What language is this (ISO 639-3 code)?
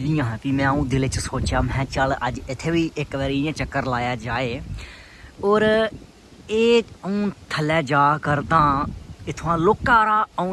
doi